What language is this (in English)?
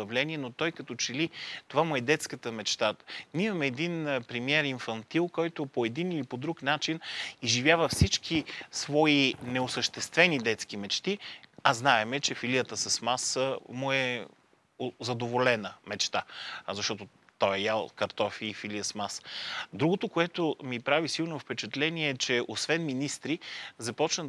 Bulgarian